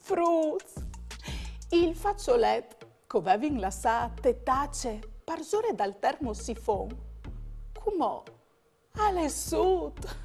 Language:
Friulian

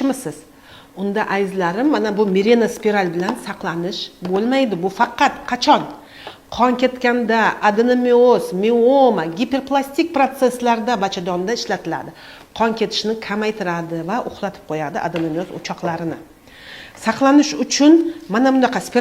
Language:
Uzbek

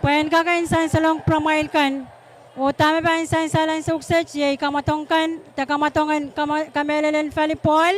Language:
Pohnpeian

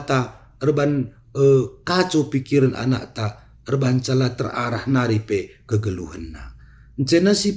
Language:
Batak Karo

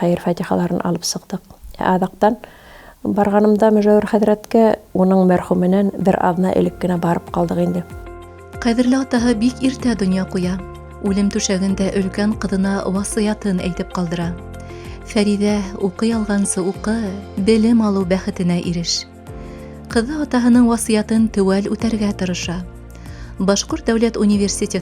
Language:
Bashkir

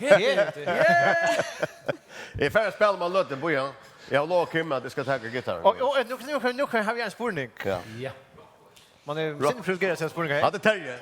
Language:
Faroese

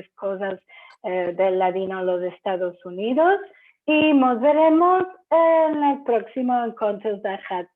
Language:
Ladino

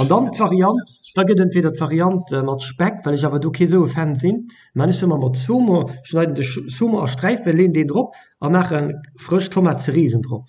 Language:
Luxembourgish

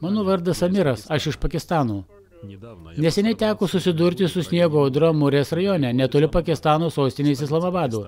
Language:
Lithuanian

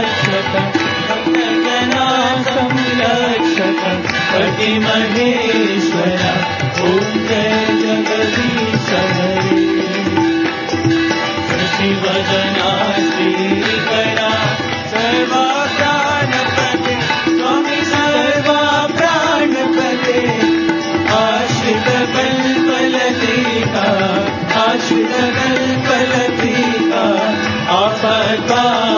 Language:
Telugu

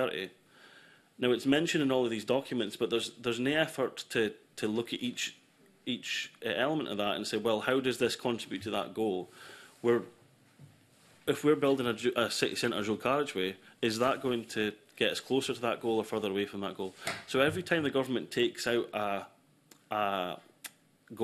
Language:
English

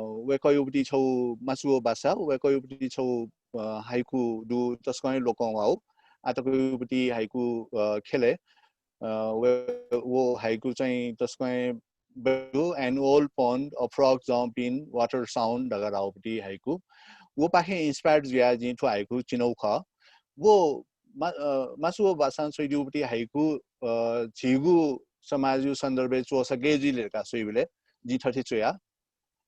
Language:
Newari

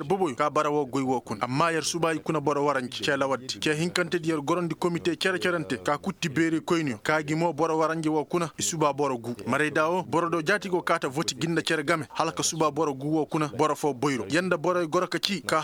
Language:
Koyraboro Senni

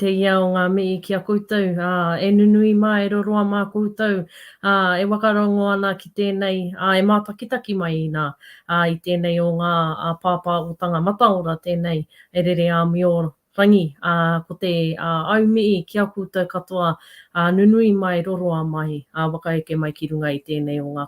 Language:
Māori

